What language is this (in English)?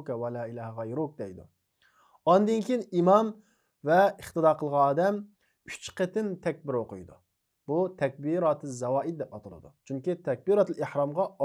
Uyghur